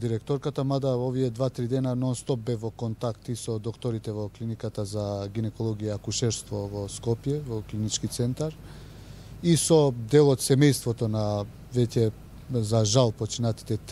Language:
Macedonian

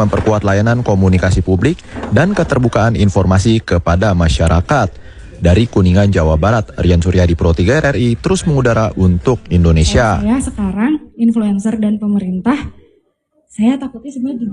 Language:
Indonesian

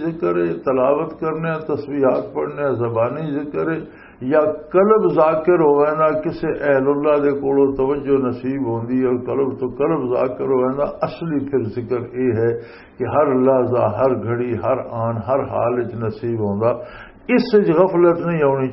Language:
Western Panjabi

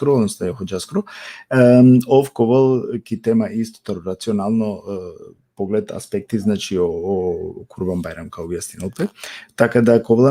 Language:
Balkan Romani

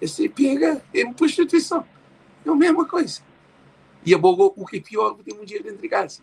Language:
Kabuverdianu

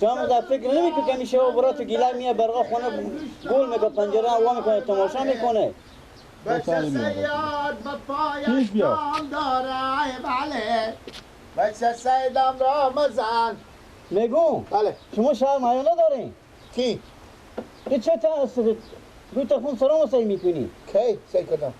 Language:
Persian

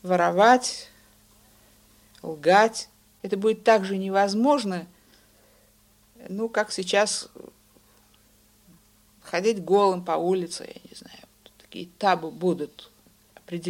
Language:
Russian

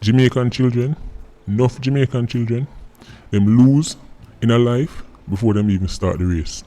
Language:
Jamaican Creole English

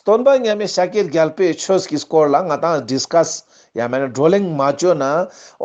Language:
Ladakhi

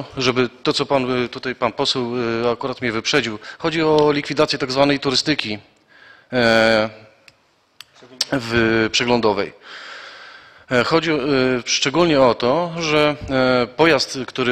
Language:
Polish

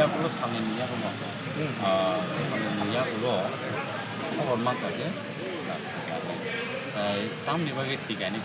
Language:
Kok Borok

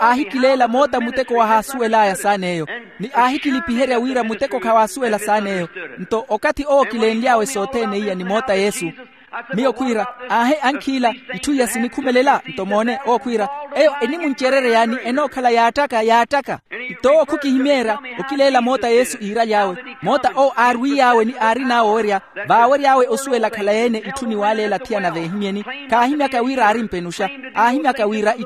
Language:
Makhuwa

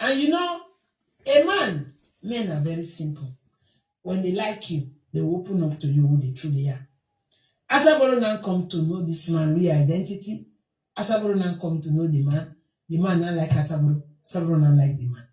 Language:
Nigerian Pidgin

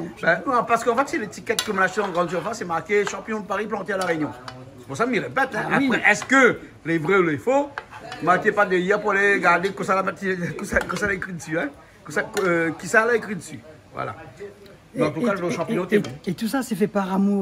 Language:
Réunion Creole French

